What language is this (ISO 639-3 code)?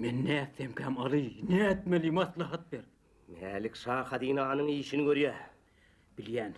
tuk